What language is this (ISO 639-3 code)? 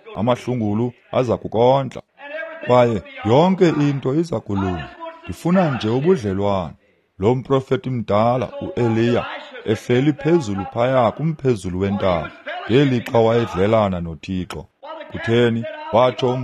xho